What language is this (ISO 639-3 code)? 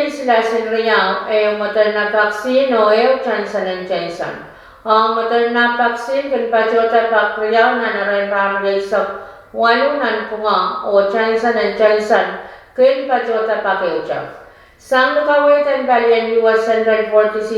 pon